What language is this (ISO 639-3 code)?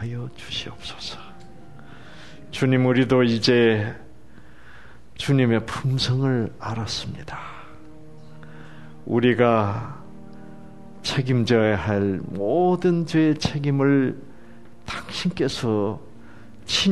kor